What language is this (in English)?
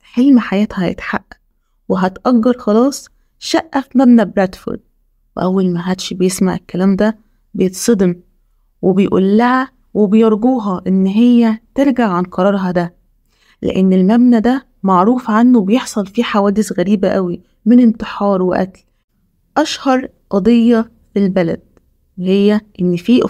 Egyptian Arabic